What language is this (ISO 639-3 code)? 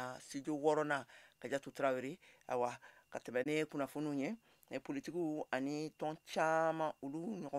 bam